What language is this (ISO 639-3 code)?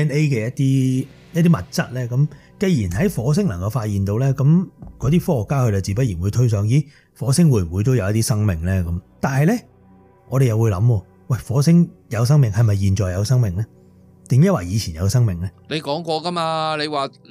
yue